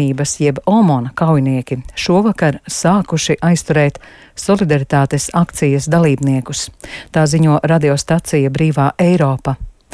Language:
Latvian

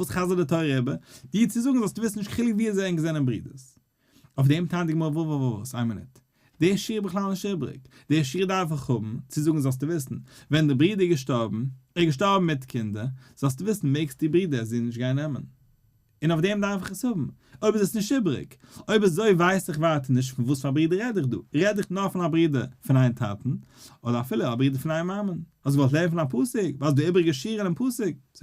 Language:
Yiddish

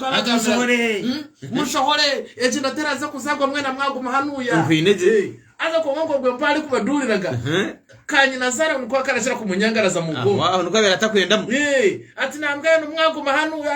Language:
Nyankole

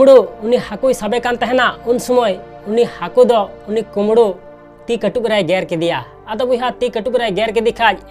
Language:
Santali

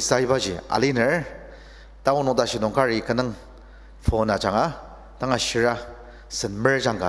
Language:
Ao Naga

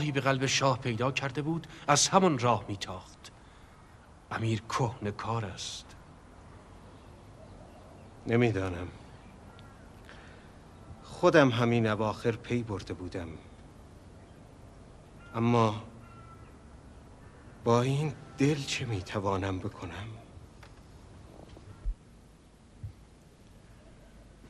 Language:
Persian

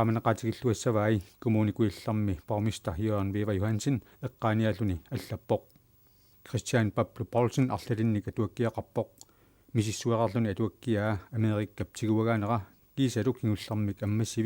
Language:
Kalaallisut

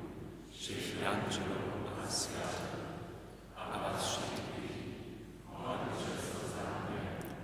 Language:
Upper Sorbian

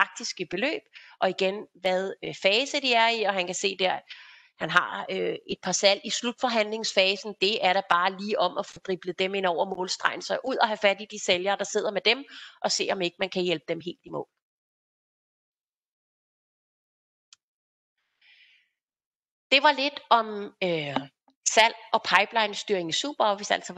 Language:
Danish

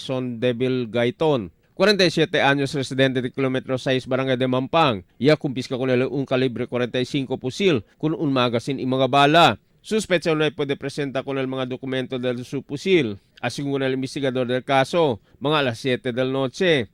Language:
Chavacano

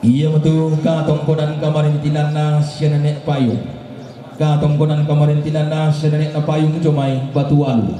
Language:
Toraja-Sa'dan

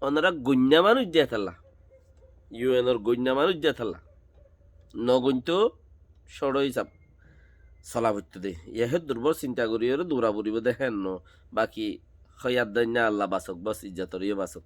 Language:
Rohingya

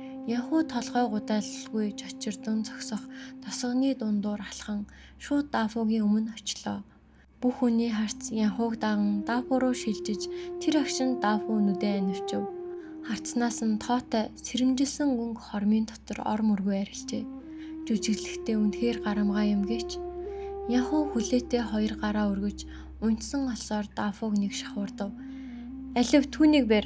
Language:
Mongolian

